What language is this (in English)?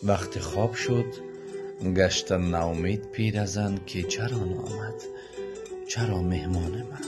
Tajik